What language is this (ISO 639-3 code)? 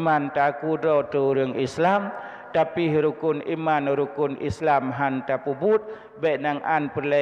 ace